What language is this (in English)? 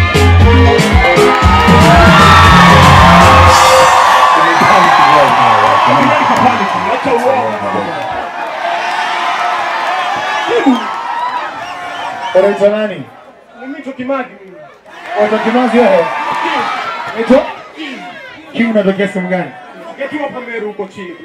Swahili